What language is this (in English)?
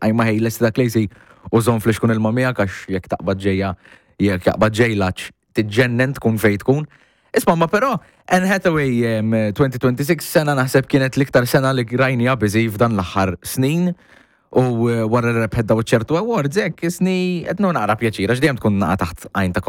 Maltese